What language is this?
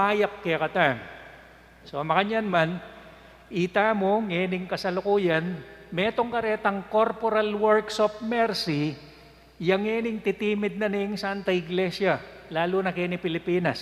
Pampanga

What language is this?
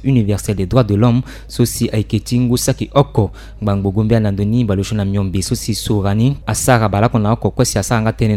Sango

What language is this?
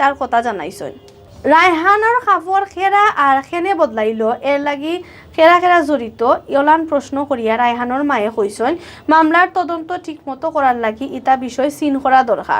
Sylheti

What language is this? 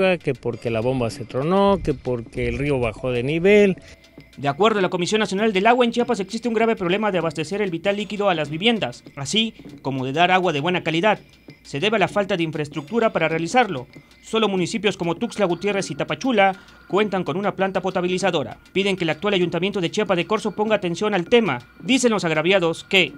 Spanish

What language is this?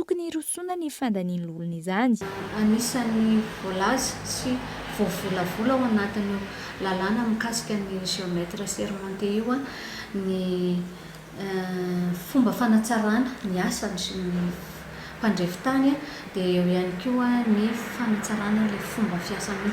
Malagasy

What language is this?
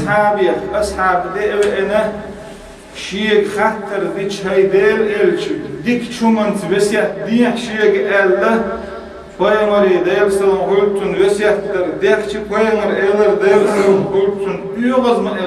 Chechen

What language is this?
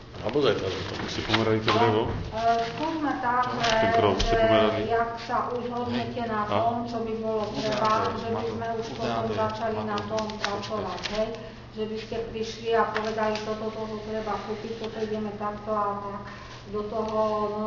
Slovak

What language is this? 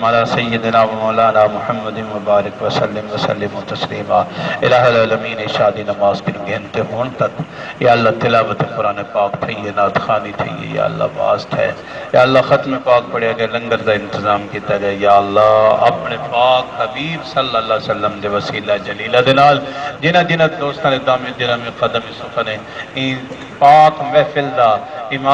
Saraiki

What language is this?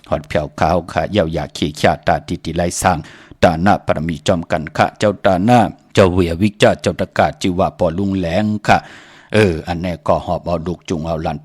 Shan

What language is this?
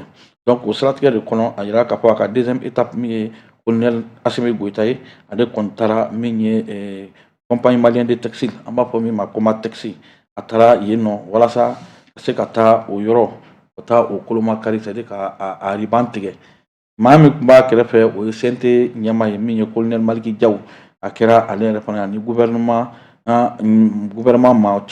Bambara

